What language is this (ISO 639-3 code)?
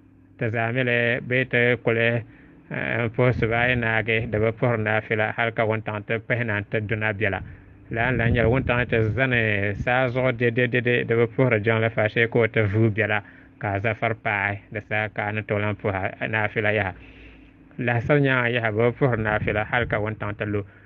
dag